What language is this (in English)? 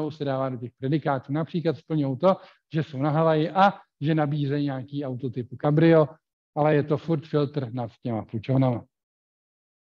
Czech